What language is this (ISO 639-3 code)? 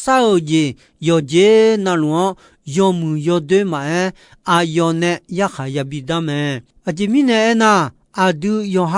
ahk